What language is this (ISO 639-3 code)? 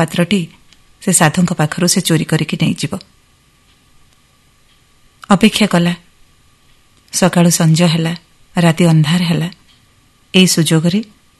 ori